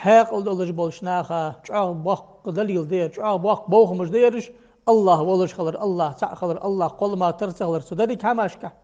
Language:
Ingush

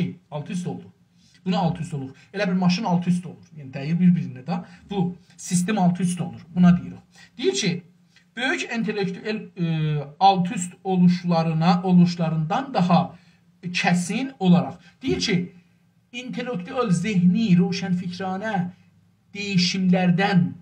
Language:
South Azerbaijani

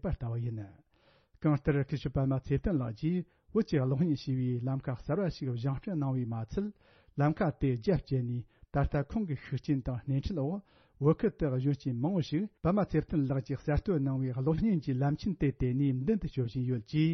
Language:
Tibetan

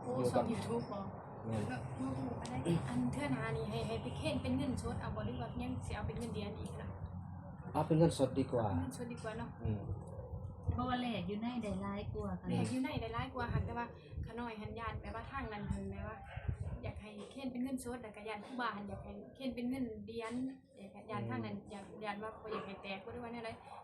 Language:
Northeastern Thai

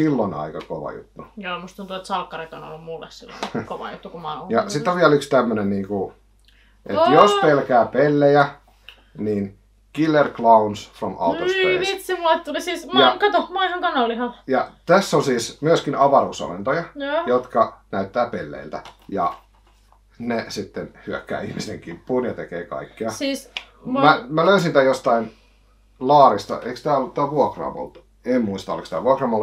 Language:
Finnish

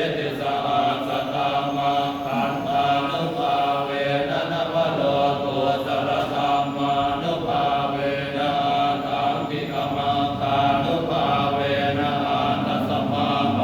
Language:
Pali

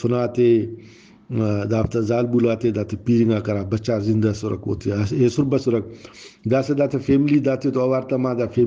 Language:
Brahui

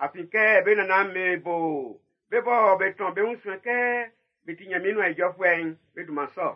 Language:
Baoulé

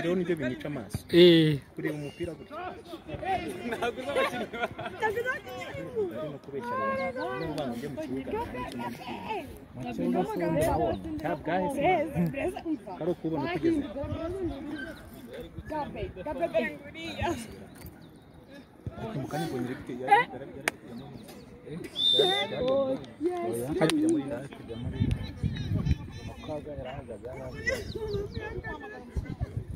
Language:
Kinyarwanda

